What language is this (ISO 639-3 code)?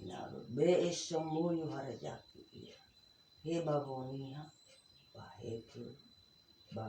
nia